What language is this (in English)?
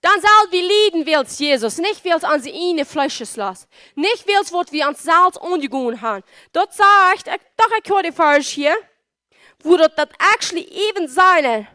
Plautdietsch